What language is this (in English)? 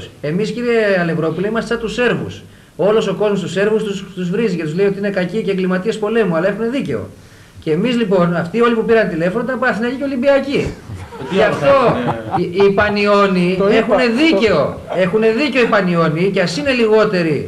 Greek